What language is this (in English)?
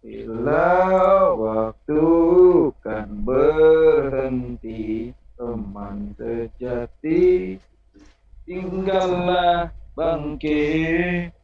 Banjar